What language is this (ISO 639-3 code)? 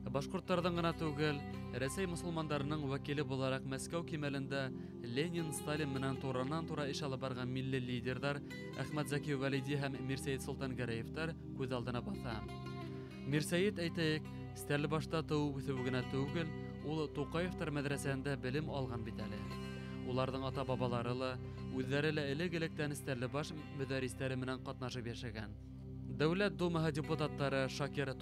bak